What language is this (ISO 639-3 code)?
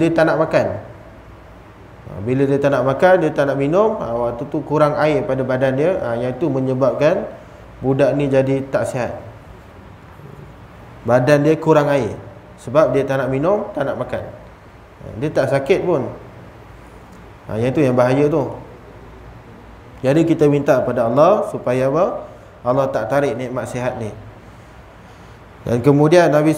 msa